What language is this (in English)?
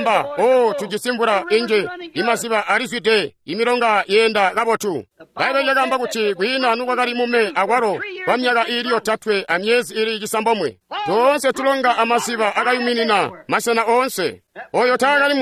Tonga (Zambia)